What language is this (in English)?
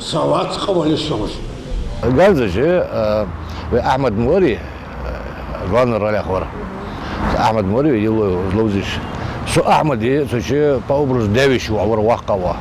Ingush